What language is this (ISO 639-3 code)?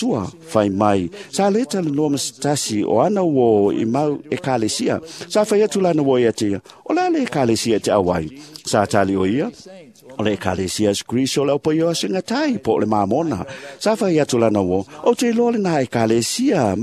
smo